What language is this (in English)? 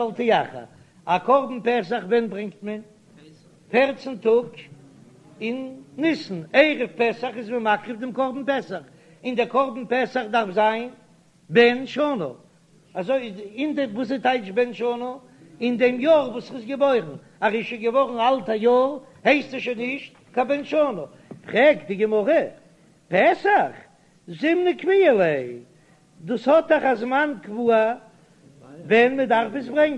Yiddish